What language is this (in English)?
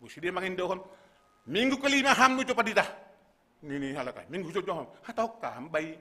Batak Simalungun